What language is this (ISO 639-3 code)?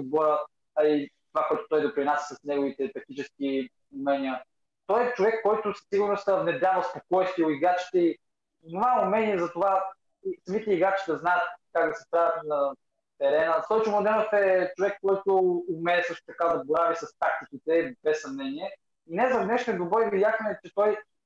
bul